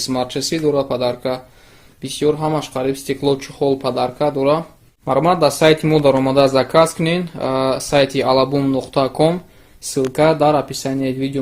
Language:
Tajik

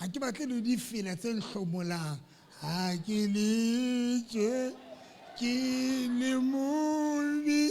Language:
Southern Sotho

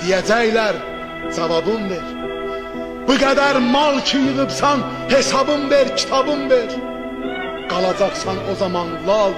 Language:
South Azerbaijani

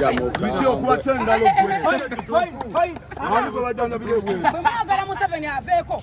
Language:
Ganda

